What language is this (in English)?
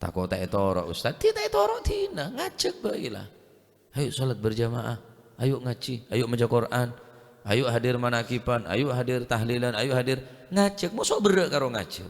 Madurese